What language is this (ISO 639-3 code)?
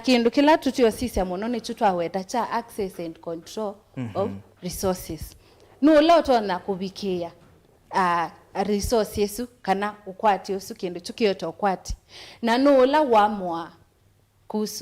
kam